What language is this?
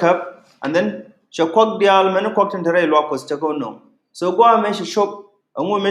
Nuer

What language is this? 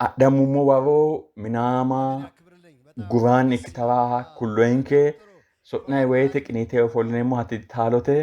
Sidamo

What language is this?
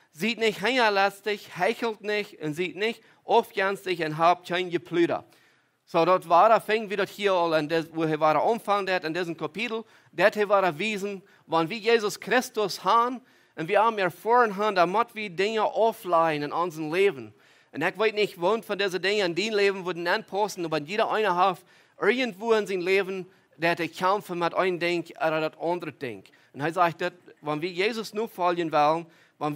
Plautdietsch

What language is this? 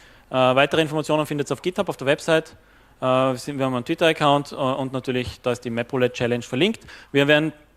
German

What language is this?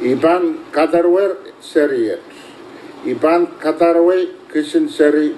Pohnpeian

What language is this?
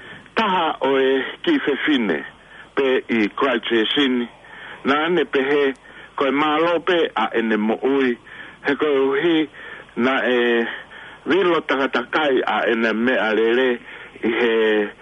Tongan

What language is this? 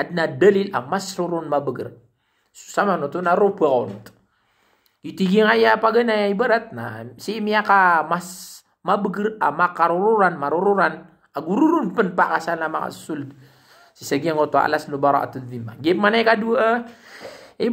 Maranao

